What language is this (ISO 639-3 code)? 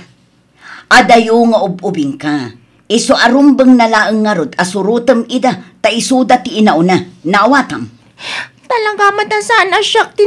ilo